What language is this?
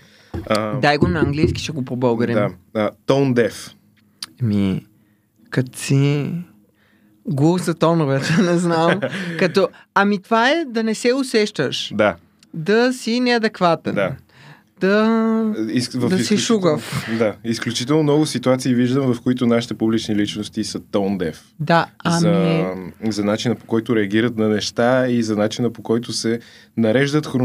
Bulgarian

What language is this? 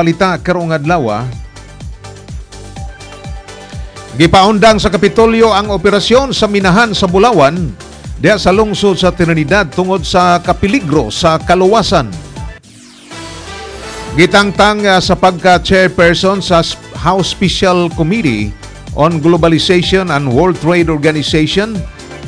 Cebuano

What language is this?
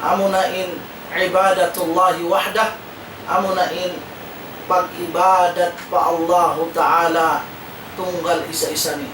Tausug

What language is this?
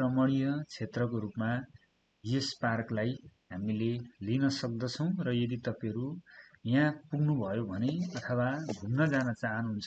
Nepali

